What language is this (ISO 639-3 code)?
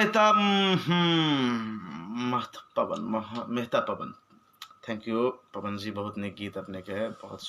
mai